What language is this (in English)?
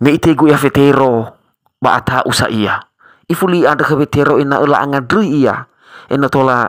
Nias